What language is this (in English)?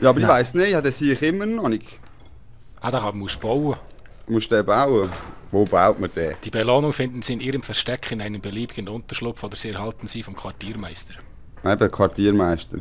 Swiss German